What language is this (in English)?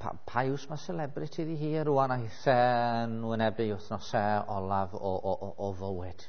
Welsh